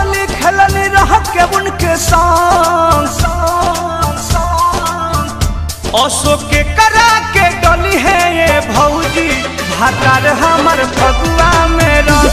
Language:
Bhojpuri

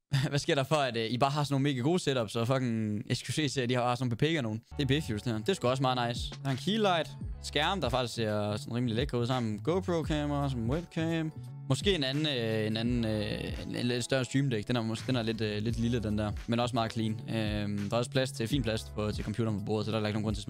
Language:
Danish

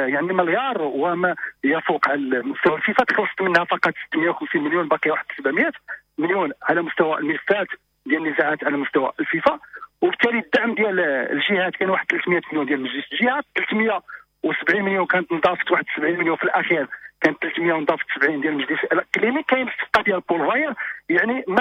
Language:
Moroccan Arabic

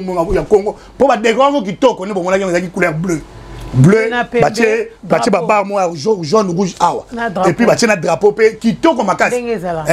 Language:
Lingala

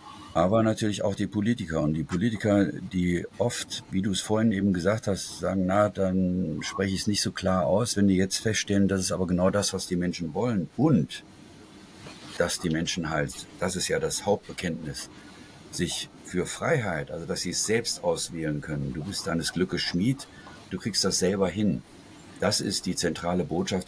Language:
German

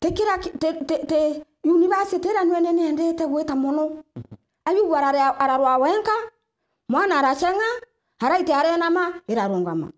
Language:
Meru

